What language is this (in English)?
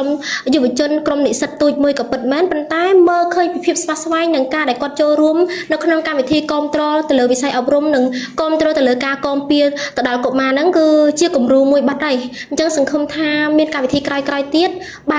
Khmer